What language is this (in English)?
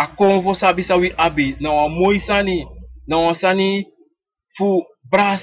Sranan Tongo